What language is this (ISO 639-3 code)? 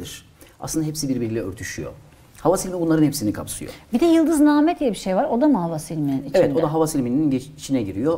tur